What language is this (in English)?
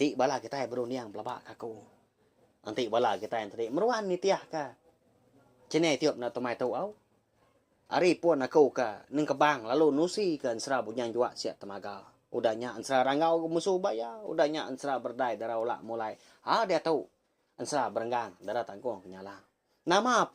Iban